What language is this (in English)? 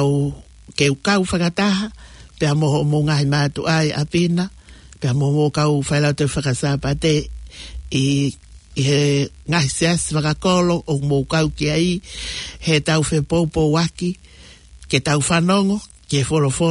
Tongan